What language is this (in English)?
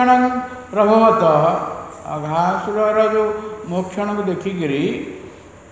Odia